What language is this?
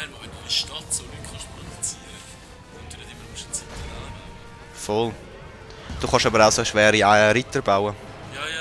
Swiss German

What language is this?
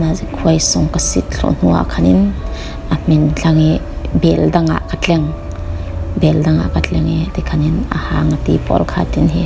Falam Chin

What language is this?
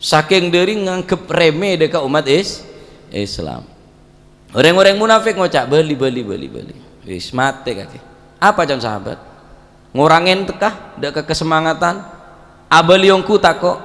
Madurese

